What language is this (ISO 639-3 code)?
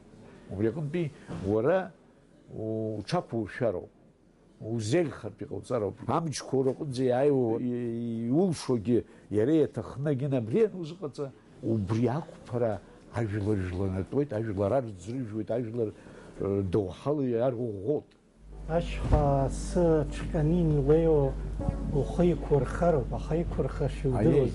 abk